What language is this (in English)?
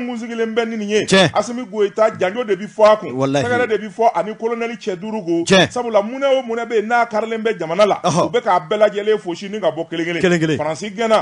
Bambara